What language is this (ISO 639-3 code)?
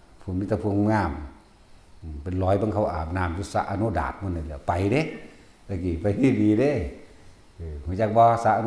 tts